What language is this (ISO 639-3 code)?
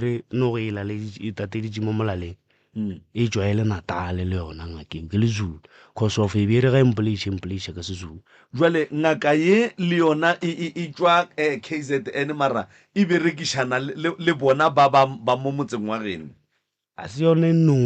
nso